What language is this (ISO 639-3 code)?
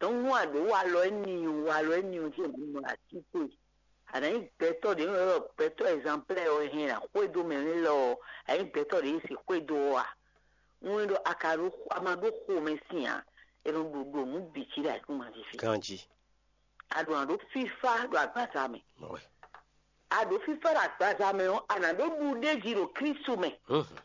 fon